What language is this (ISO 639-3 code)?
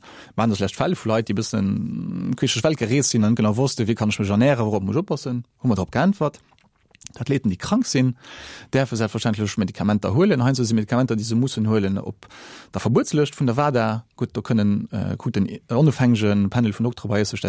ltz